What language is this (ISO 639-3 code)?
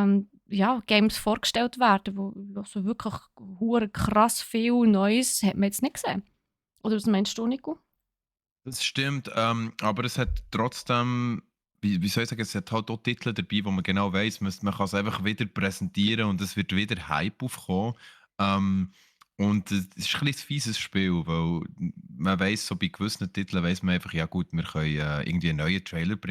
gsw